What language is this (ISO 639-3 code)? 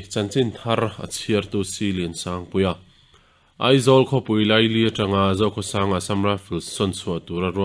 lus